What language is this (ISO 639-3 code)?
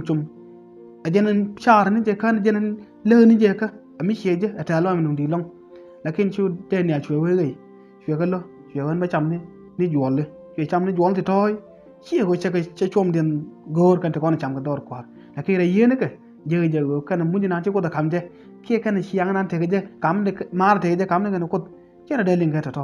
nus